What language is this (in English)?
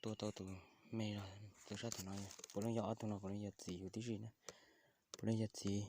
Hmong